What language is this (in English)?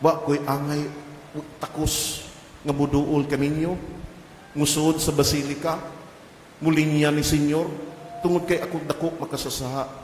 Cebuano